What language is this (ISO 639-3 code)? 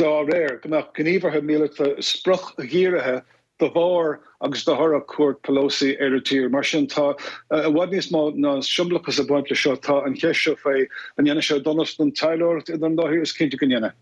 gle